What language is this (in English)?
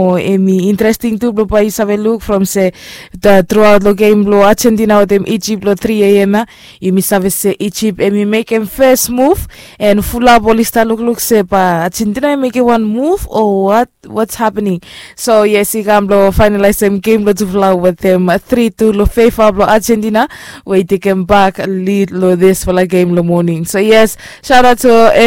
Bislama